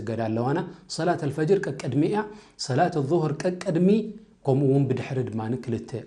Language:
Tigrinya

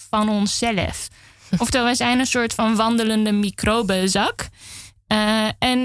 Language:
Dutch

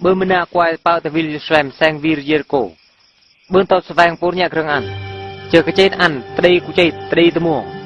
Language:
Eastern Bru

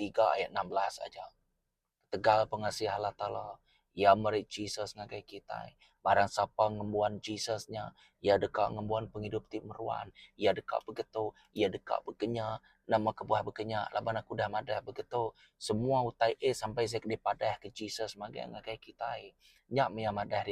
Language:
Iban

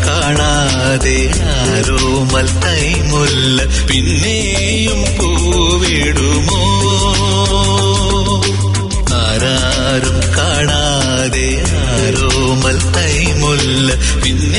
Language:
Malayalam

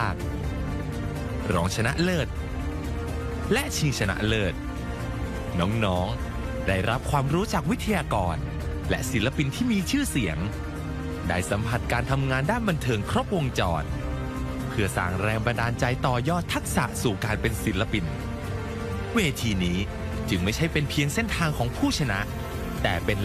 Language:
Thai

